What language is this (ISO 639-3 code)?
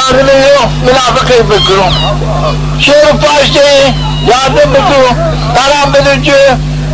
zza